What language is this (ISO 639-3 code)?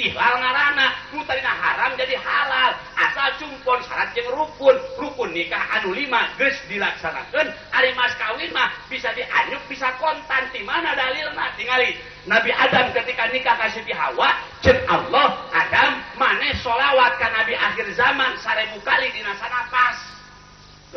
sun